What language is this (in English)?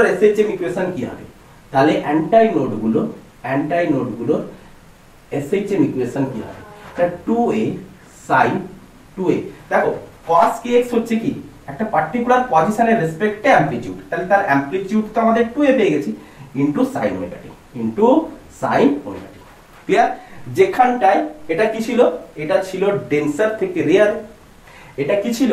Bangla